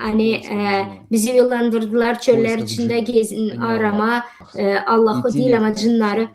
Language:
Gagauz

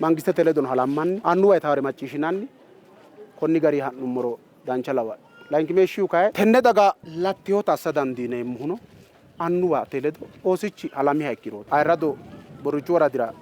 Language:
Sidamo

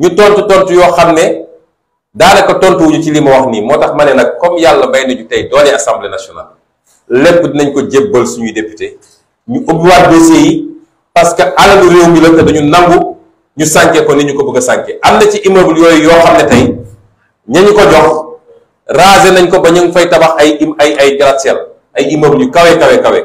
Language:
Wolof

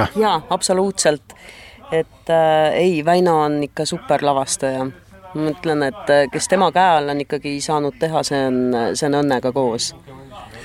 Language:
Estonian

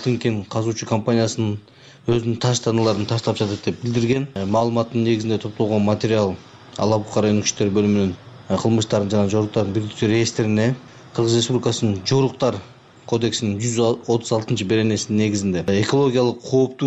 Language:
Kyrgyz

